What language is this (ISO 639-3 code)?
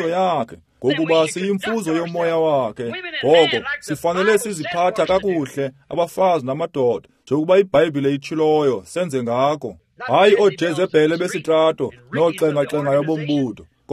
xho